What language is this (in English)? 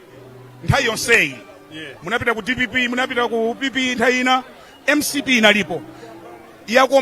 Nyanja